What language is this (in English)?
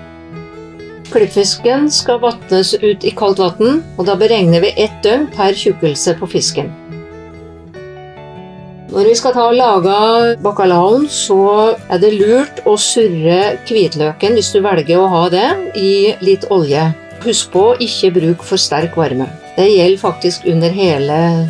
Norwegian